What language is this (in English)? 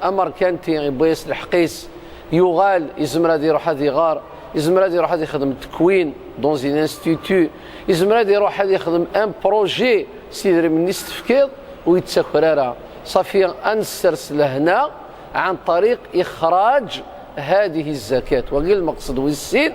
Kabyle